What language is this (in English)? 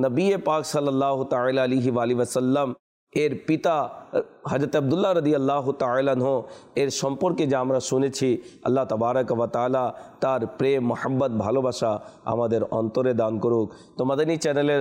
Bangla